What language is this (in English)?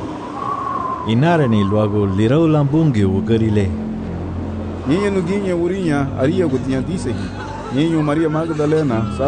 Garifuna